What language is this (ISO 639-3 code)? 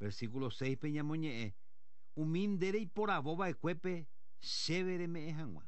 grn